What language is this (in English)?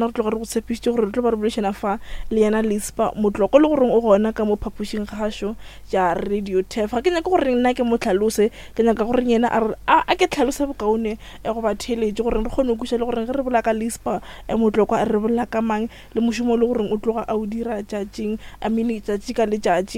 Northern Sotho